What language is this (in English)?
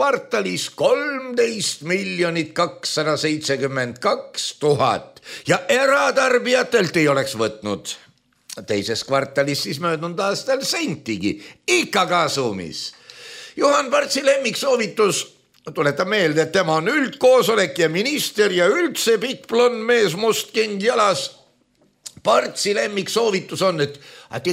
Estonian